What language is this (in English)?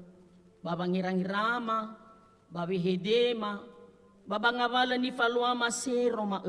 Nias